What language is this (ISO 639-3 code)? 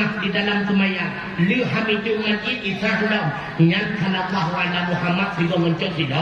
ace